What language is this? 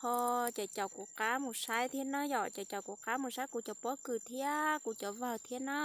Hmong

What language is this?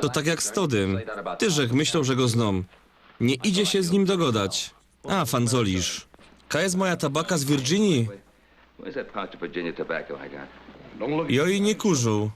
Silesian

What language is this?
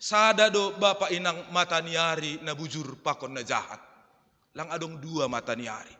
Batak Simalungun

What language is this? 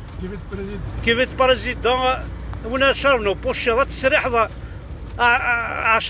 Kabyle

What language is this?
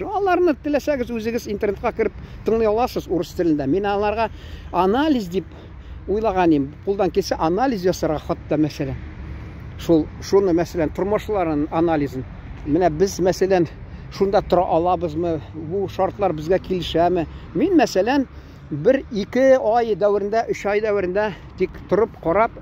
Tatar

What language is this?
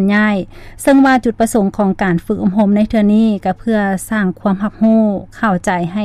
Lao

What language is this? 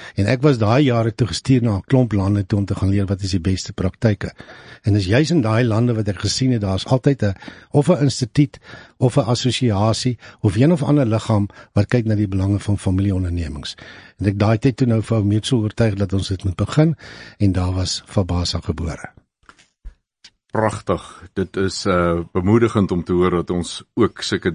Afrikaans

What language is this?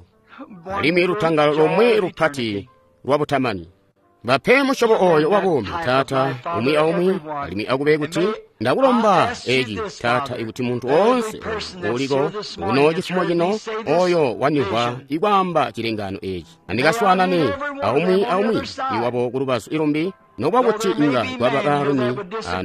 Tonga (Zambia)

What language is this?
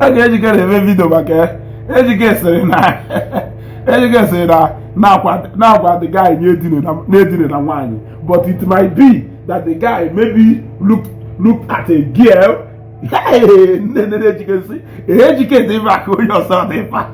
Igbo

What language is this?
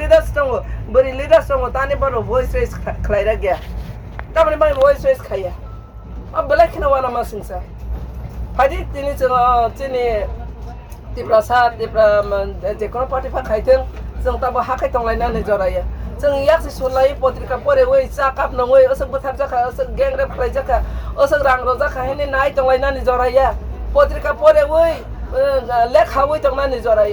Kok Borok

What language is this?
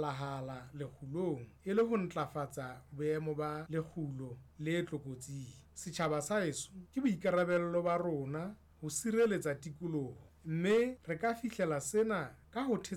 Southern Sotho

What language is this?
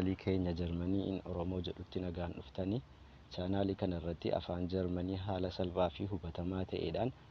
Oromo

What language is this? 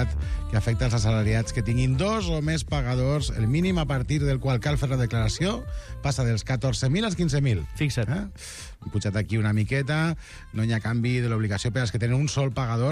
Catalan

